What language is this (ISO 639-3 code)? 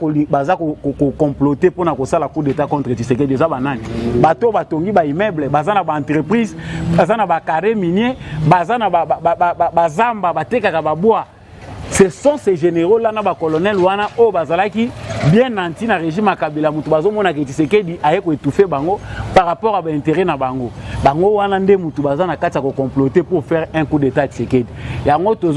lin